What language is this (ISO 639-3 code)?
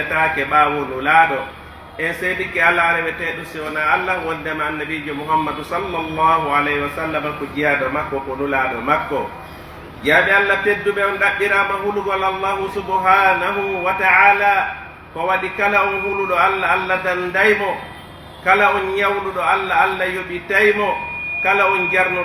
fuf